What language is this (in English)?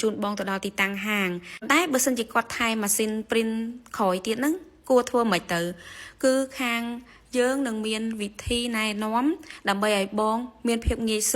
Khmer